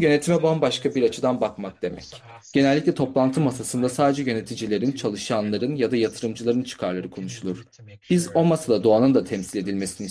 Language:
Turkish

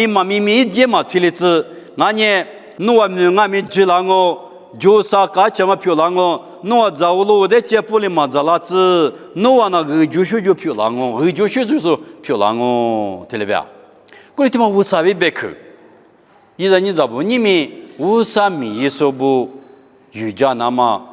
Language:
Lisu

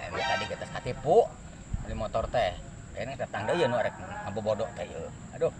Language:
Sundanese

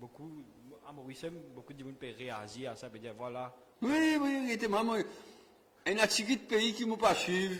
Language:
Morisyen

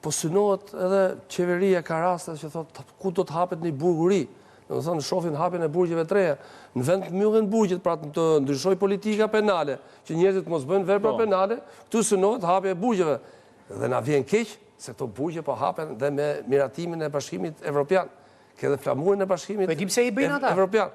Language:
Albanian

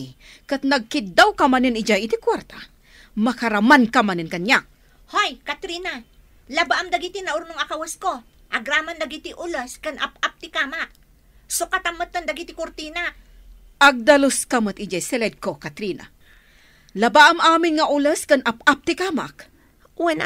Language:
Iloko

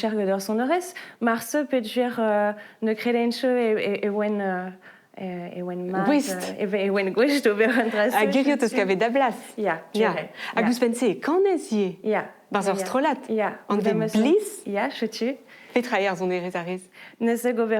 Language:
Breton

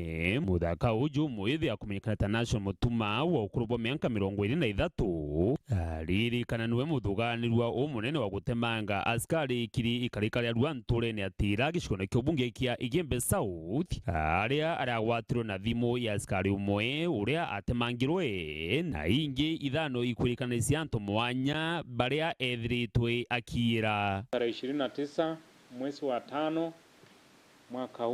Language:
Meru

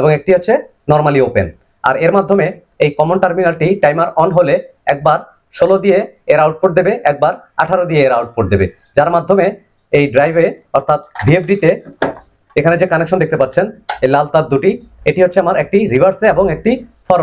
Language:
Bangla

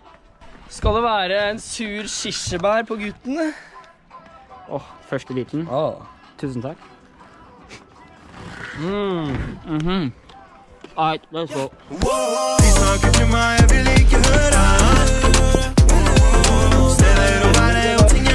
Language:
Norwegian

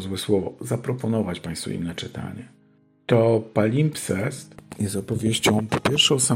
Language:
Polish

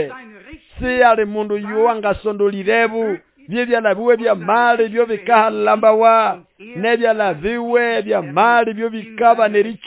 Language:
Nande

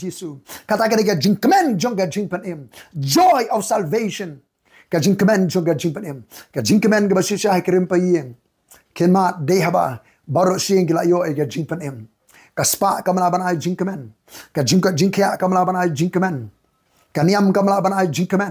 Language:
Khasi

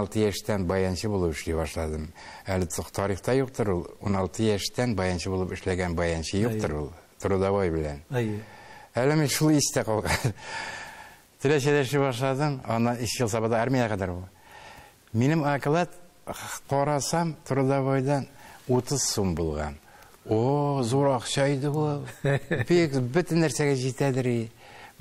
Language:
Tatar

